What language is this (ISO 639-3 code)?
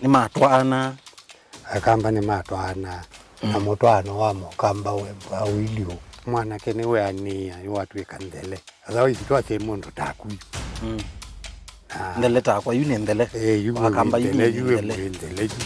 kam